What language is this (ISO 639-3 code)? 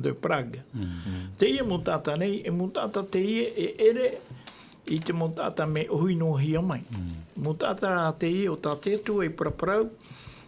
tah